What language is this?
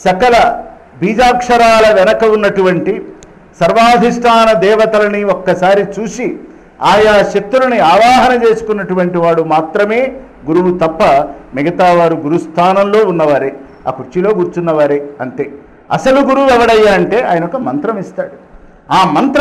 Telugu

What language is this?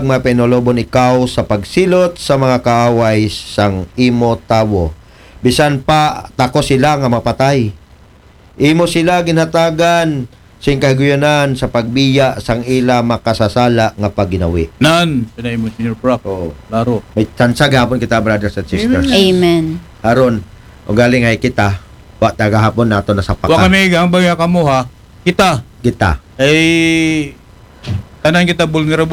Aklanon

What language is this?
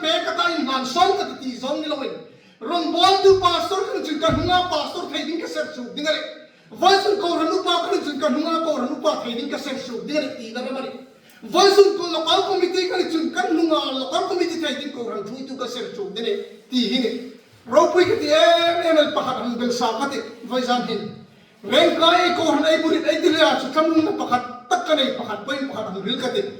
Hmar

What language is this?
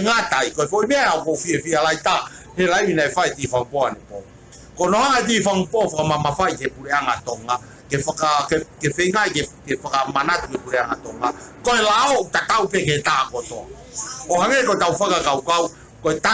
Tongan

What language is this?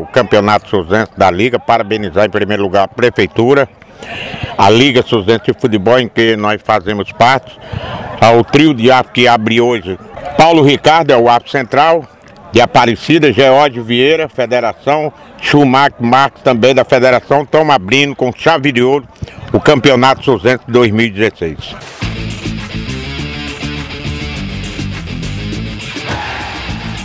Portuguese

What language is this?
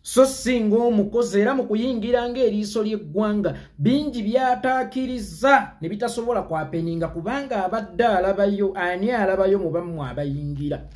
Ganda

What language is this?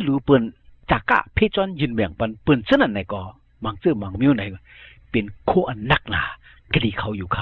Shan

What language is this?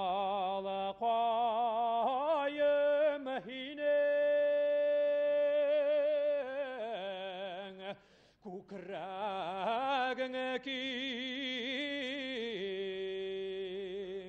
Bashkir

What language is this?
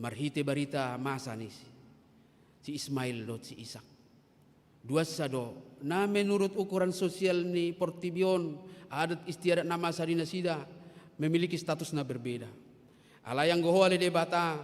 Batak Toba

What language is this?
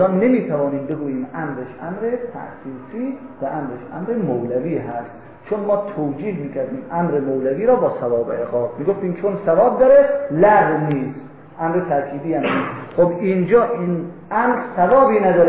Persian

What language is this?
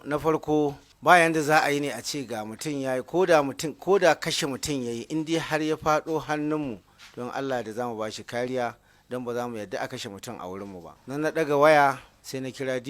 Hausa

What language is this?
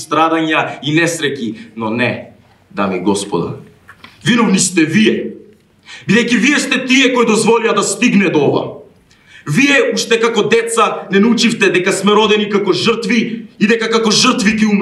Macedonian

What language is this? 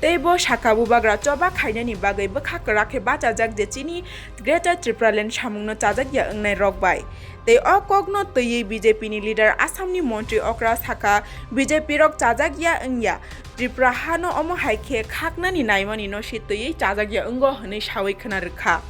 Kok Borok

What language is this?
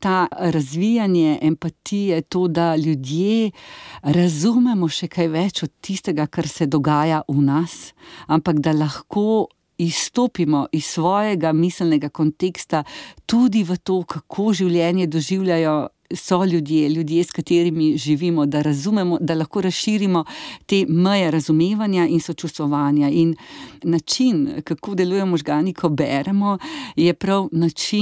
Slovenian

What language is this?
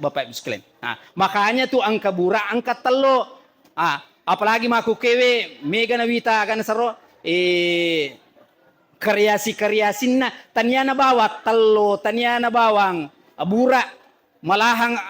Buginese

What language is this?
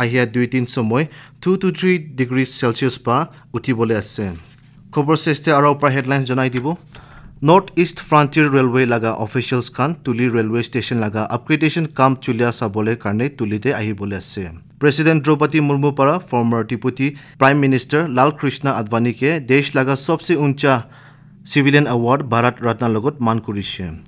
Naga Pidgin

